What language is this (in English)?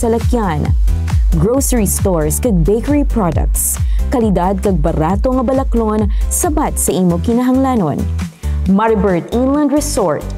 Hiligaynon